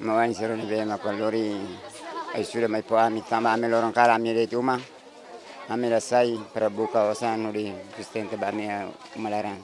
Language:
Tetum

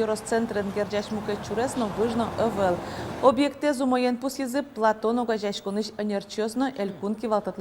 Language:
Udmurt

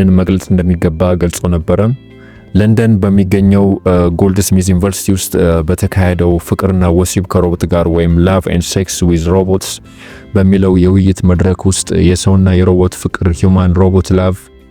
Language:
Amharic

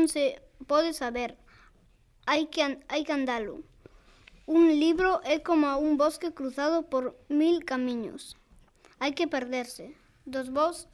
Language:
Galician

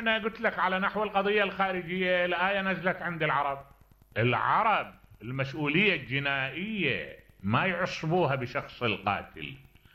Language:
Mesopotamian Arabic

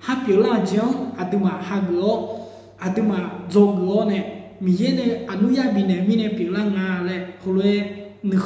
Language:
Akha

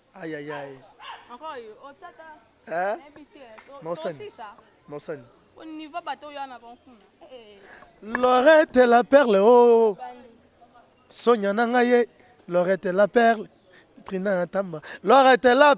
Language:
Lingala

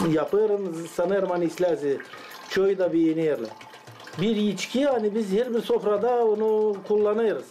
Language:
Gagauz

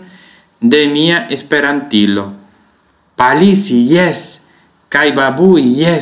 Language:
Esperanto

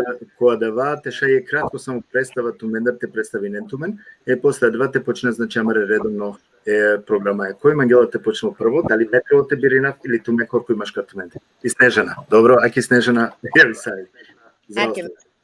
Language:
Balkan Romani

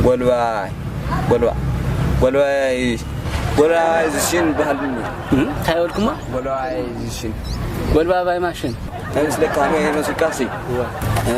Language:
Tigrinya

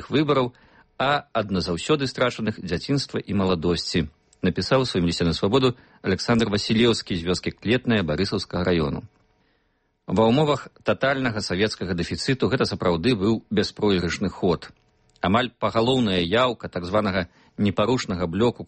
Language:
Belarusian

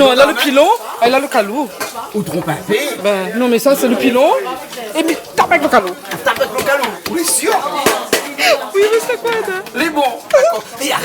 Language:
Réunion Creole French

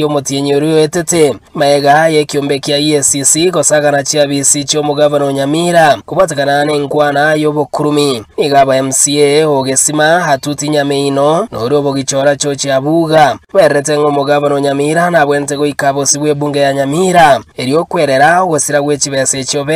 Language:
Gusii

